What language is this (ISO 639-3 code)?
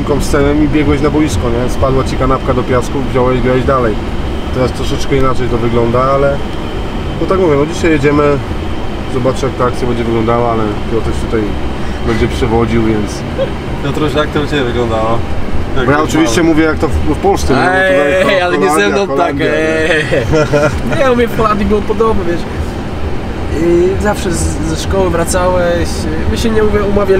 pol